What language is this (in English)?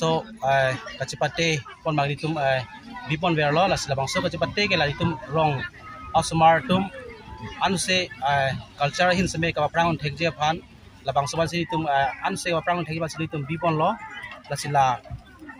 Karbi